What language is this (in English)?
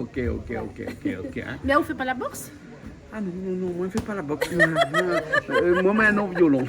Réunion Creole French